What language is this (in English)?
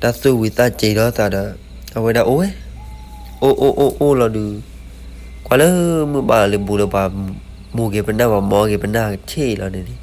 S'gaw Karen